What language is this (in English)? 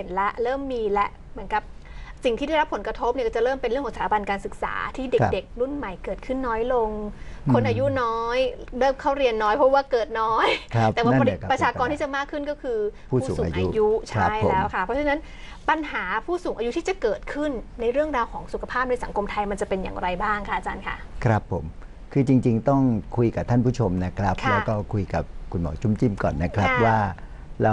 Thai